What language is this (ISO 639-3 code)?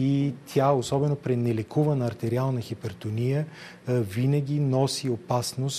bul